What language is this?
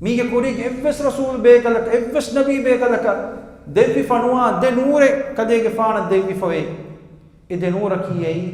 Divehi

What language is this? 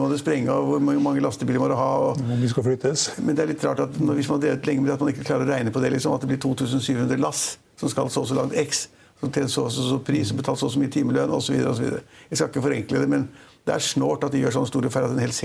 Norwegian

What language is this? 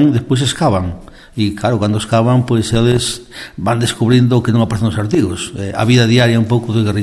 Galician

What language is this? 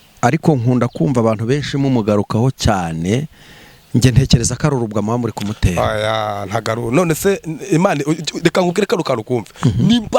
Kinyarwanda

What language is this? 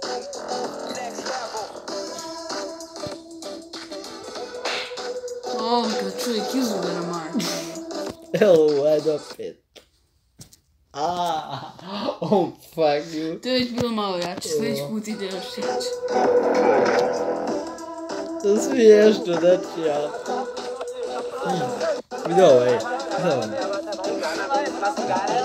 Bosnian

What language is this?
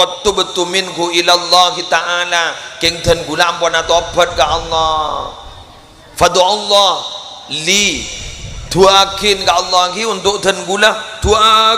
Madurese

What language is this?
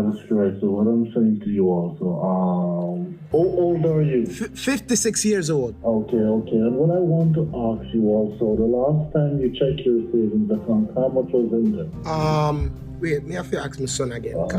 Jamaican Creole English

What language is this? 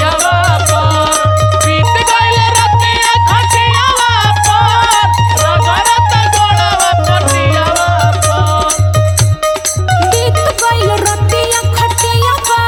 Bhojpuri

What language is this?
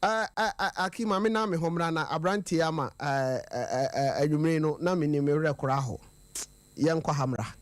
Akan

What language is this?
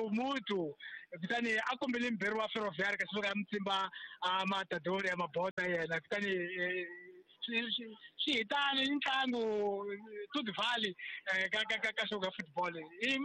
Tsonga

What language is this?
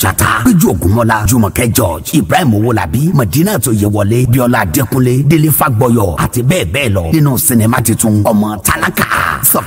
Yoruba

